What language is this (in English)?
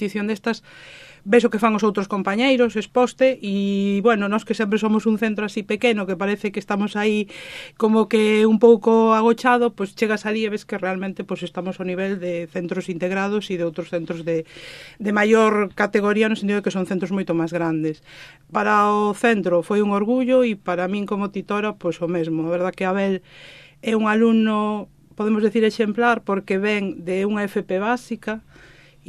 Galician